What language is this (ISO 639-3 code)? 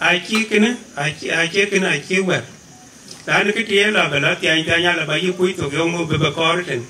din